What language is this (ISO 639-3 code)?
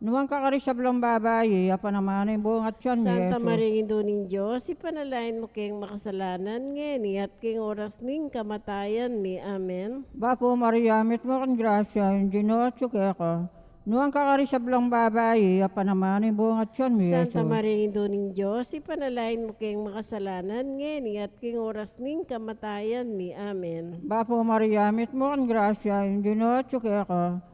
pam